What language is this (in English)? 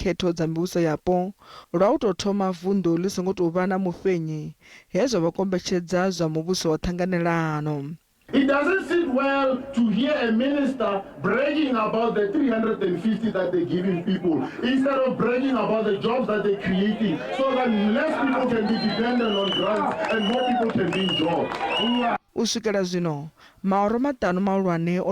Venda